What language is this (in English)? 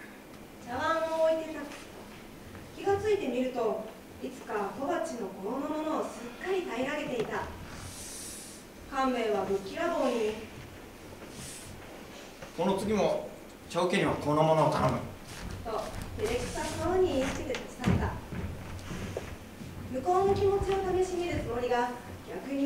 Japanese